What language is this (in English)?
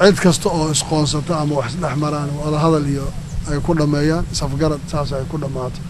Somali